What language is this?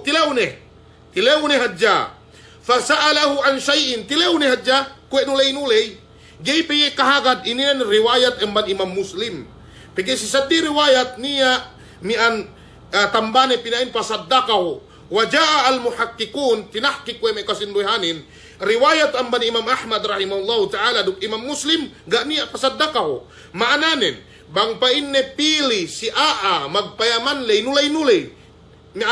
Yakan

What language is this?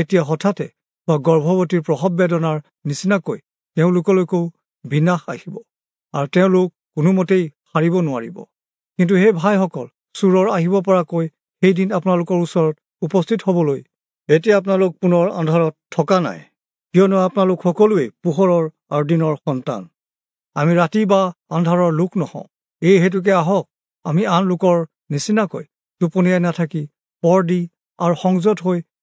Assamese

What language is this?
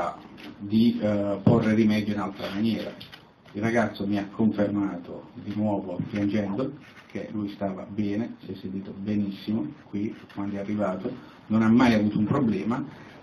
Italian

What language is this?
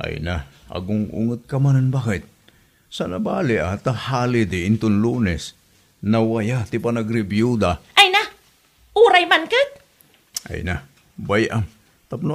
Iloko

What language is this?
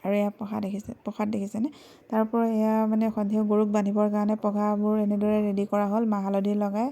Assamese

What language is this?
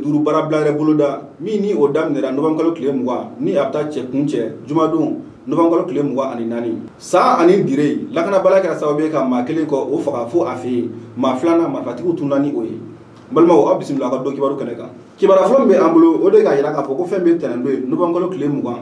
Bambara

